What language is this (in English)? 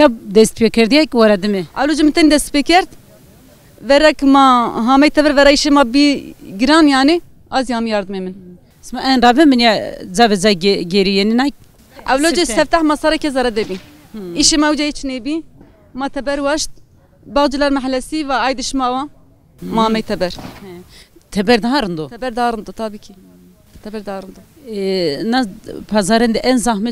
Zaza